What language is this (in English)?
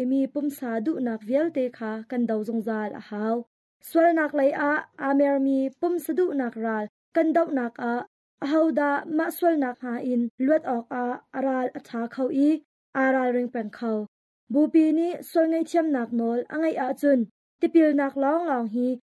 Hakha Chin